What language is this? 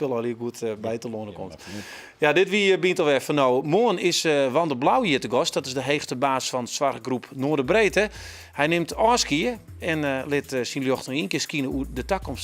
Western Frisian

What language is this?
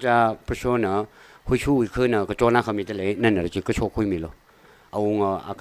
Tangkhul Naga (India)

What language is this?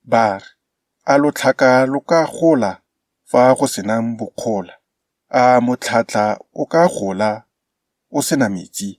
Tswana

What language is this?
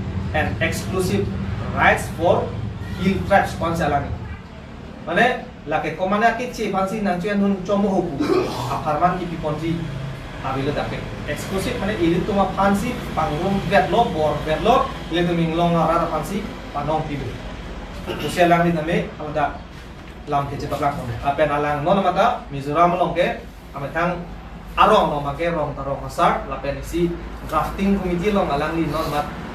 Karbi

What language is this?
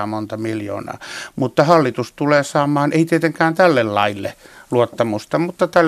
Finnish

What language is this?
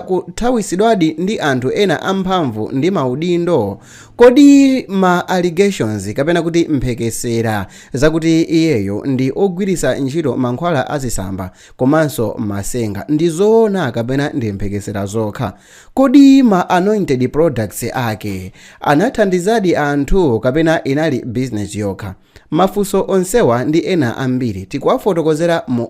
Nyanja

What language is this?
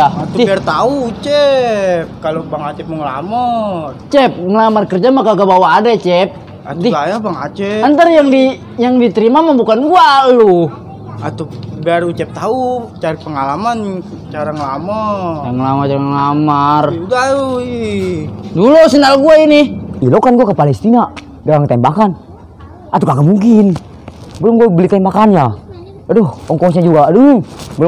Betawi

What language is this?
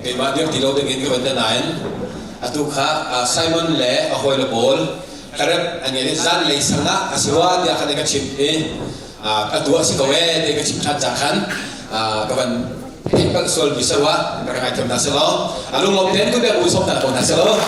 Hakha Chin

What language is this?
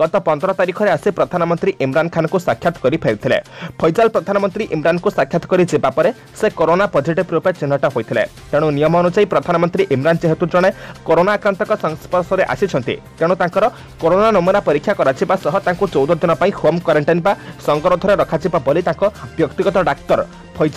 Odia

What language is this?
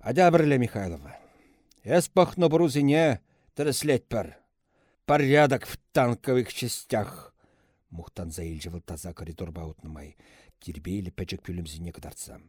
Chuvash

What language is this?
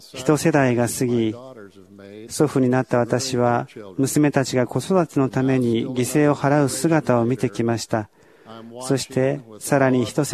Japanese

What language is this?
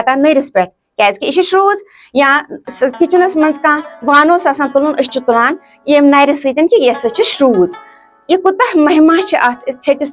Kashmiri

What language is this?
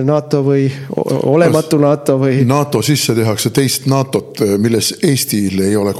Estonian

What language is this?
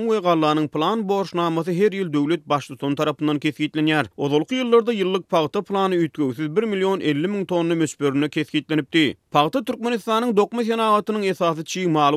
Turkmen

